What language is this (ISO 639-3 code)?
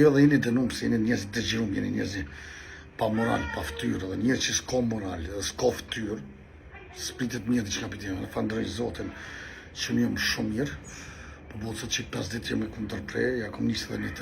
sqi